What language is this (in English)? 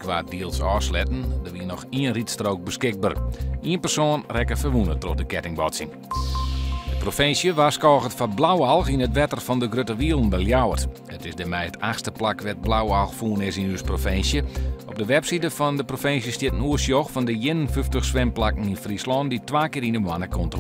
Western Frisian